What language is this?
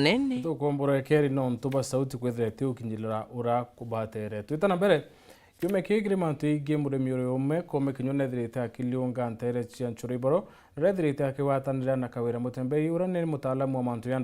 Meru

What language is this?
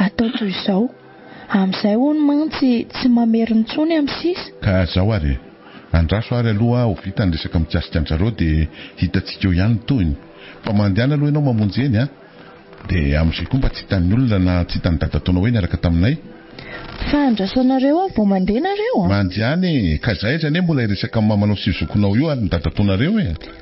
Malagasy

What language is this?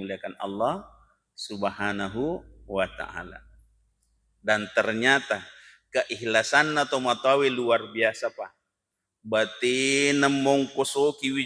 Buginese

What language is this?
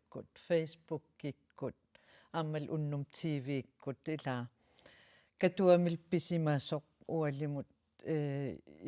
Kalaallisut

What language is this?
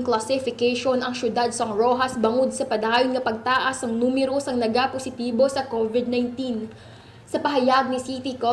Hiligaynon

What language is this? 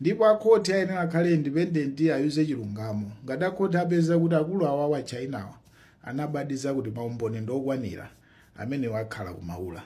Nyanja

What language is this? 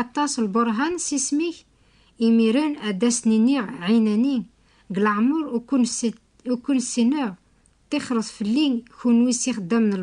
Kabyle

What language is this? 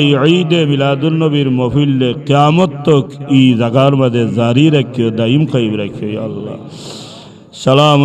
Sylheti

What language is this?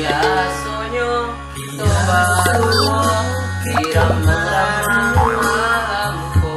Minangkabau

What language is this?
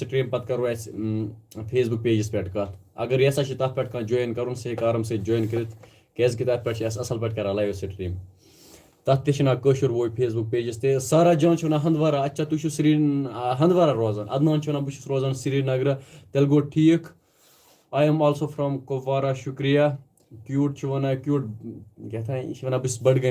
Kashmiri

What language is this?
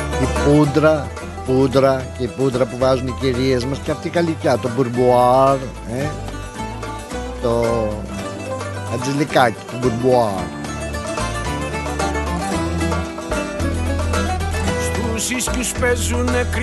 Greek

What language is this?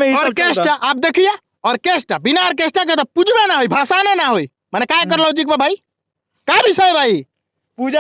Bhojpuri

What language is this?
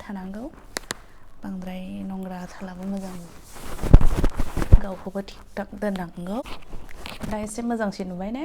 Bodo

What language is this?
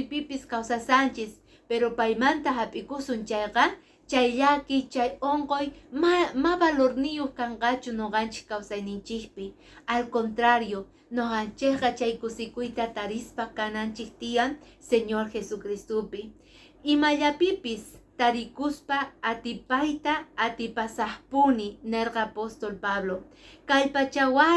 Quechua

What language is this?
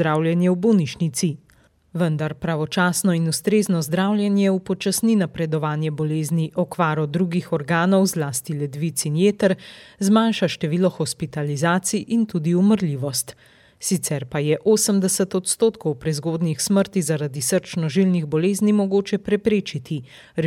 Slovenian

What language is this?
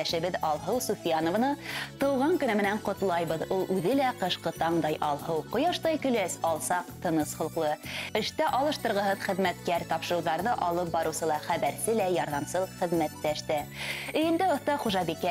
Bashkir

